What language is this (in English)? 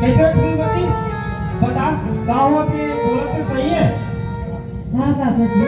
Chhattisgarhi